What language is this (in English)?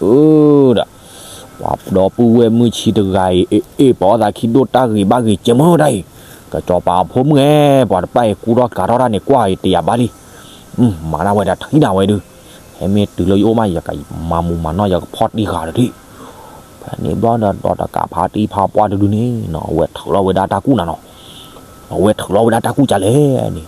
S'gaw Karen